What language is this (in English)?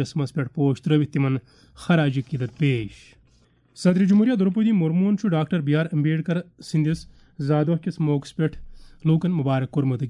Kashmiri